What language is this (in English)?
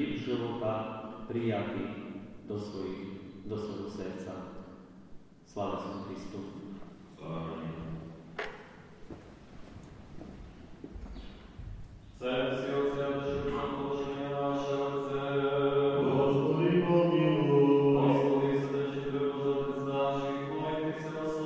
Slovak